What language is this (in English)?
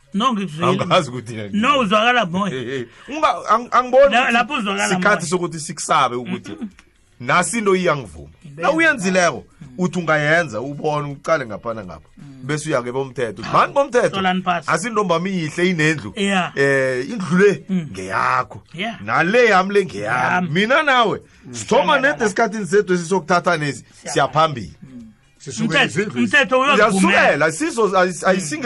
South Ndebele